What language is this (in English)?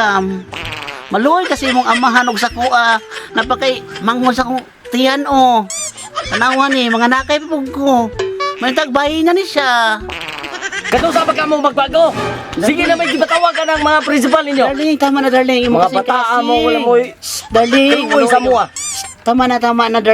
Cebuano